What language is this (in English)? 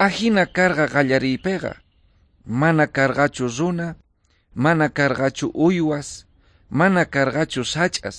South Bolivian Quechua